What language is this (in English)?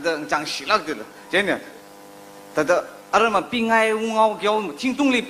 Tangkhul Naga (India)